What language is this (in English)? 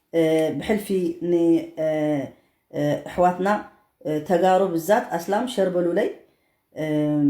Tigrinya